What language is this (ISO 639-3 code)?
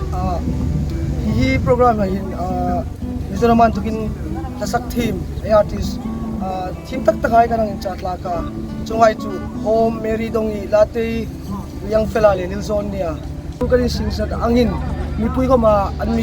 hmr